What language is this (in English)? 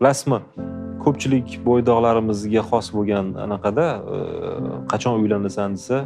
Uzbek